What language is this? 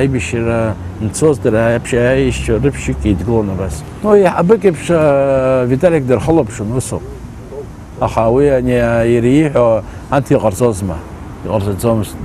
Abkhazian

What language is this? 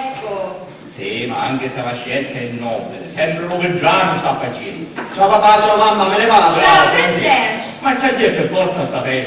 Sicilian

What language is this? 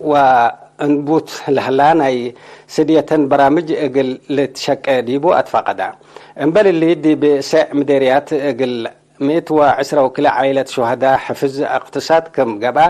Tigre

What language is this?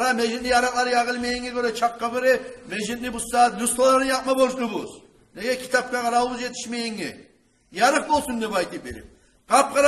Kumyk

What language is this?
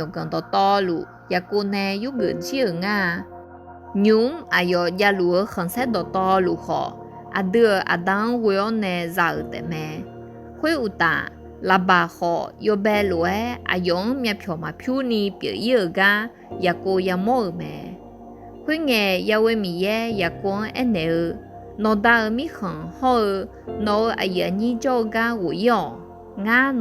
Akha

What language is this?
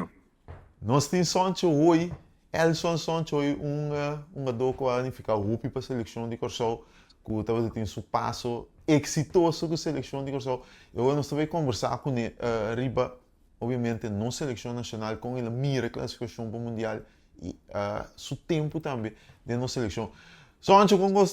Papiamento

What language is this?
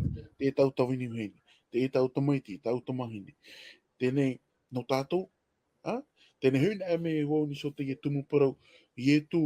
Tahitian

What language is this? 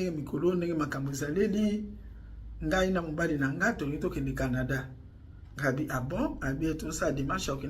Lingala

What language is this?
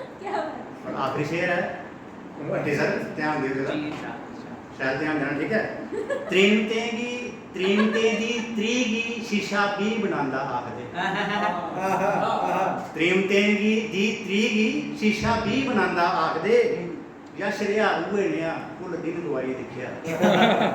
Dogri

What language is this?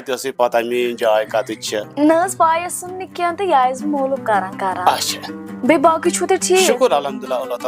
Kashmiri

